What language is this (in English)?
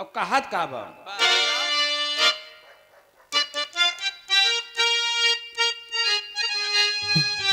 Bhojpuri